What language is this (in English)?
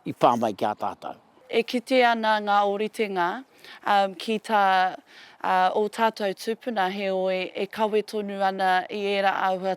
Māori